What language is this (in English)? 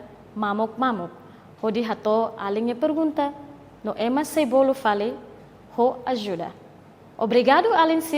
Tetum